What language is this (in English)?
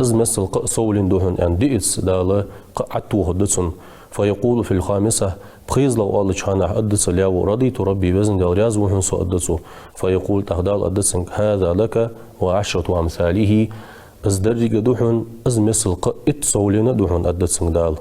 Ingush